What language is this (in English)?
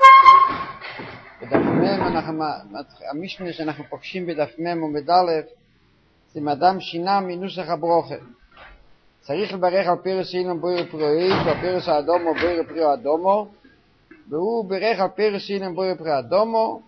Hebrew